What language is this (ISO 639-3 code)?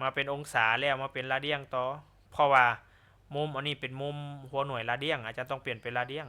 lao